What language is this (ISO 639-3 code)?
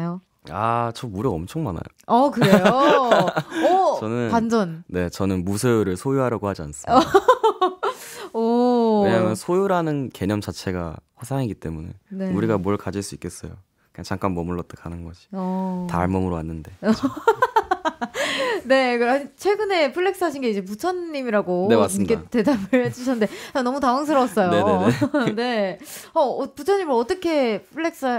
kor